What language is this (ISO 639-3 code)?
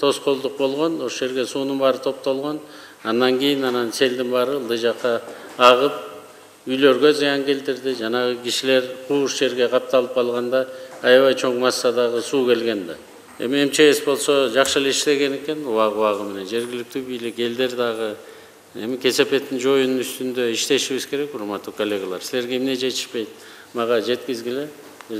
kir